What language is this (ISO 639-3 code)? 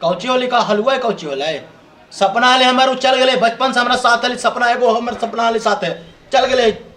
mag